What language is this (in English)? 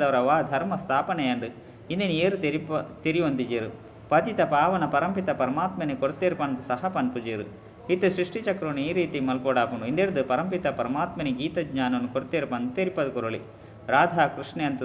Tulu